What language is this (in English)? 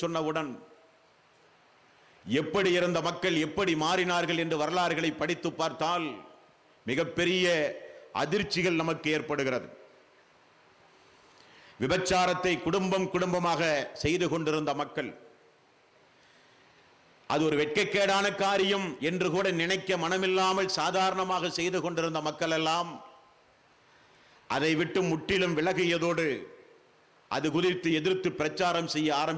Tamil